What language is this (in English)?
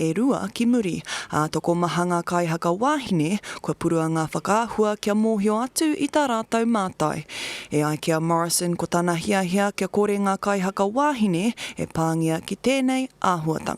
Māori